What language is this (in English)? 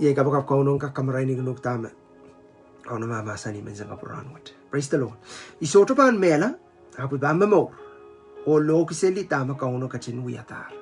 Pohnpeian